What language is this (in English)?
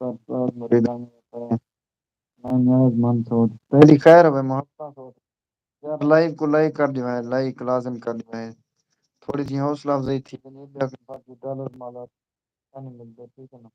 Saraiki